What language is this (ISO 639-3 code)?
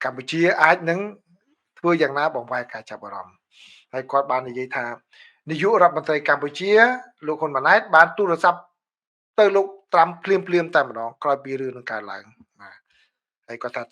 khm